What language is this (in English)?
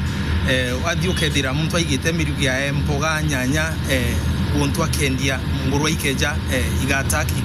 Meru